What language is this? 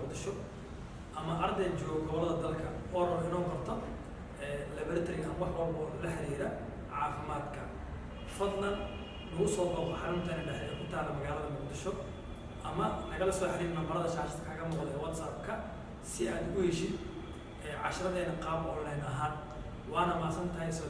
Somali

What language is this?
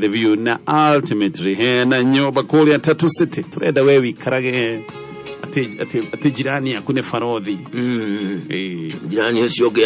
Kikuyu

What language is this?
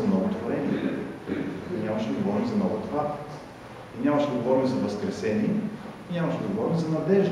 Bulgarian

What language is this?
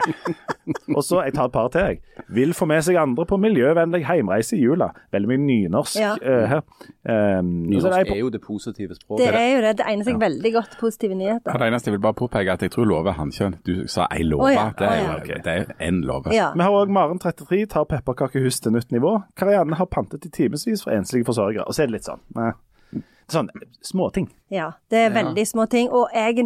Norwegian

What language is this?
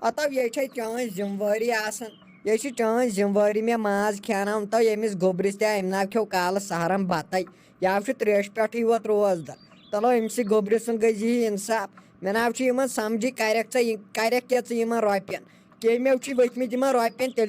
Kashmiri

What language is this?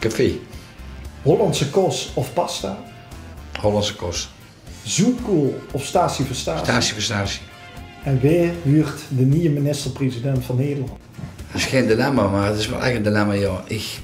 Limburgish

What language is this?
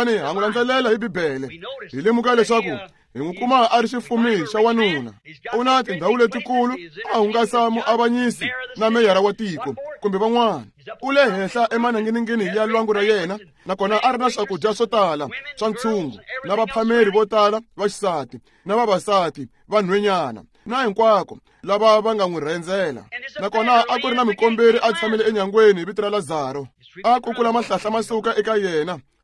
Tsonga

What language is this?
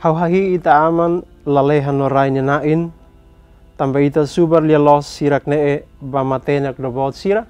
Tetum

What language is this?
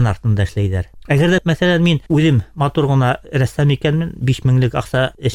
Bashkir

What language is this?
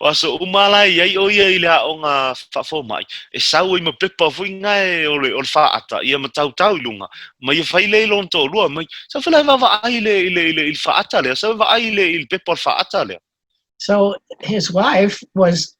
Samoan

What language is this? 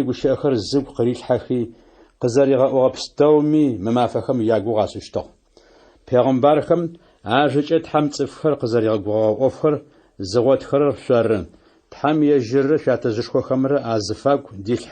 Adyghe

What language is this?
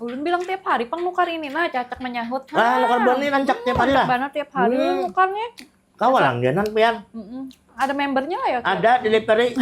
Banjar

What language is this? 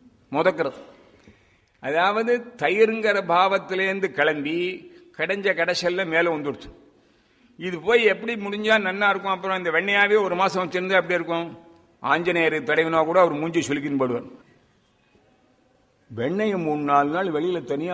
Tamil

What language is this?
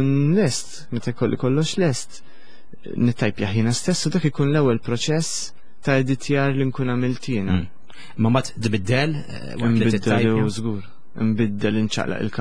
Maltese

